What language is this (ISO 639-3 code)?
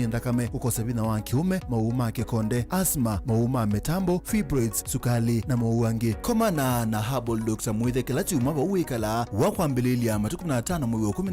kam